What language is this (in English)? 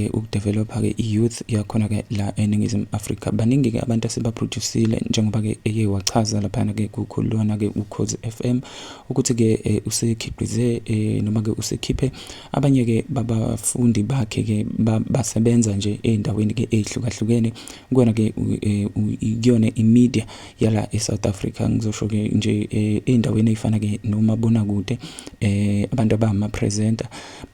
Zulu